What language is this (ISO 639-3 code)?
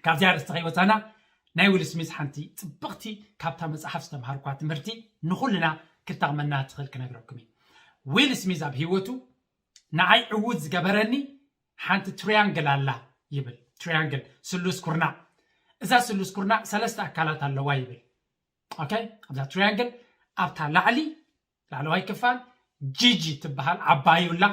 tir